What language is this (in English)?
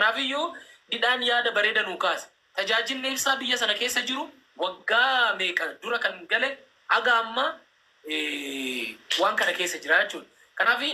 Oromo